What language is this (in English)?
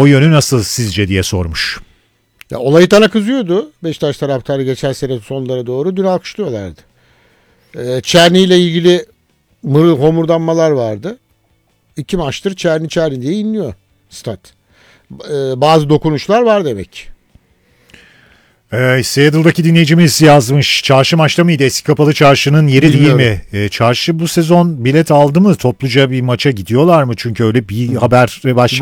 Turkish